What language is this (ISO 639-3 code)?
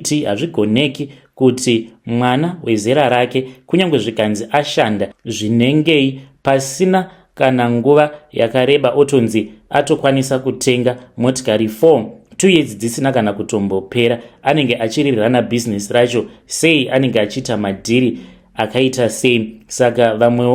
sna